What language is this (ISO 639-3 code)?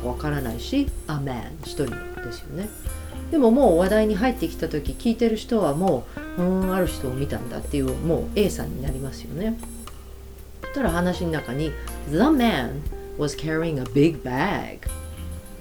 jpn